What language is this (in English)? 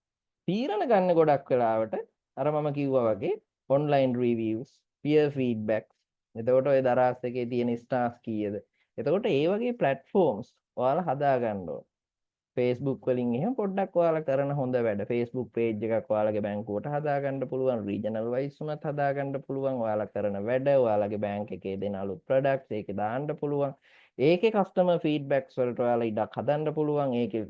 Sinhala